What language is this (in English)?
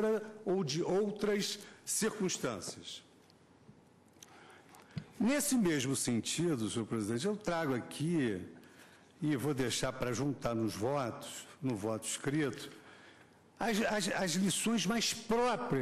Portuguese